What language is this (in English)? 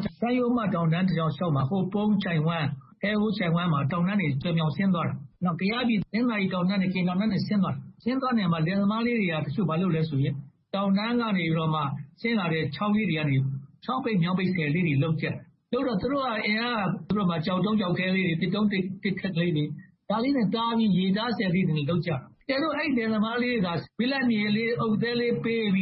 Burmese